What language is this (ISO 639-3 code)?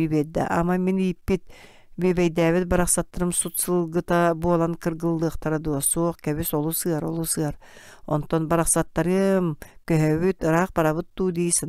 sah